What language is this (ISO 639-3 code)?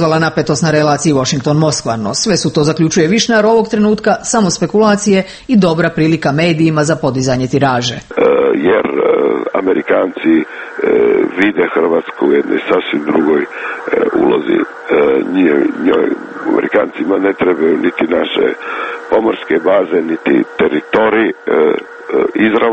hrv